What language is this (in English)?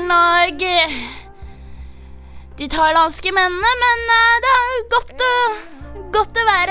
Norwegian